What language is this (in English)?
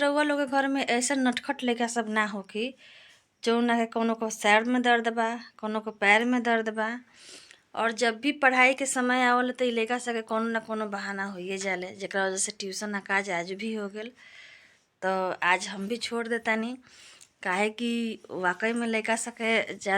Bhojpuri